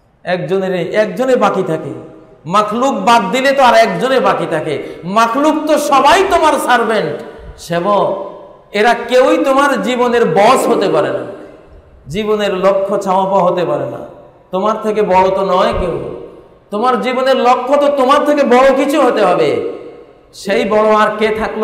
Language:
Bangla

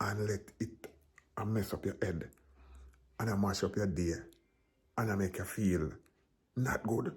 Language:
Jamaican Creole English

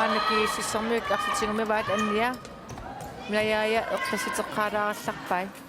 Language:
Kalaallisut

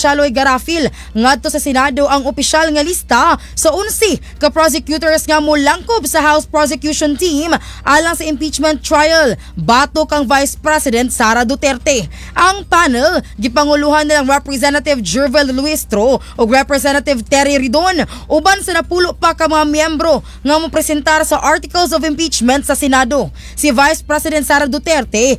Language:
Cebuano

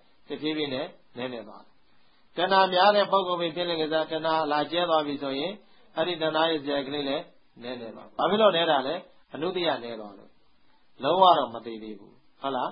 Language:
Burmese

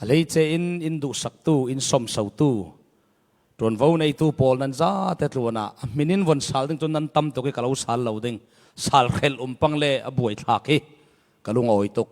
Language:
Falam Chin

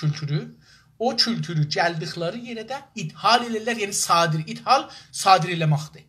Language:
South Azerbaijani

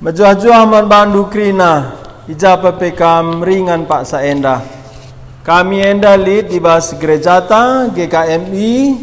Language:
Batak Karo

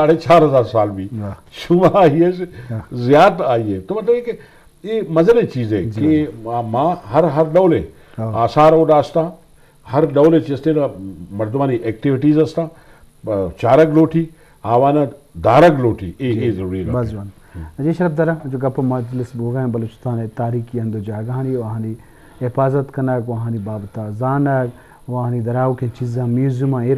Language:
Eastern Balochi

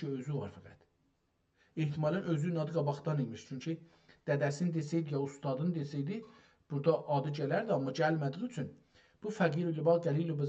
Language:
South Azerbaijani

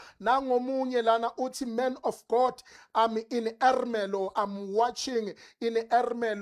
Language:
Zulu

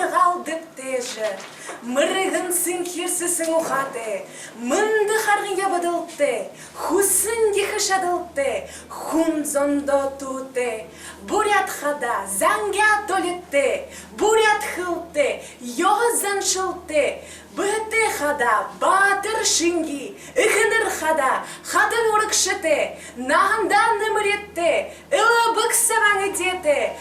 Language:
Buriat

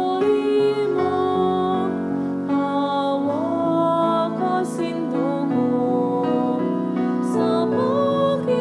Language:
Bikol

